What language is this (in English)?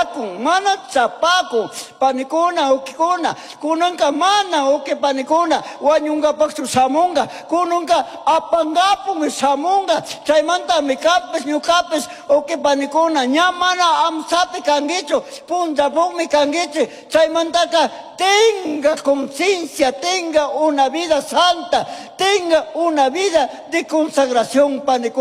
Chimborazo Highland Quichua